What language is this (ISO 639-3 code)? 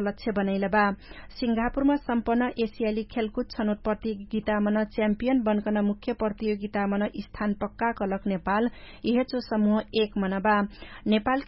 thl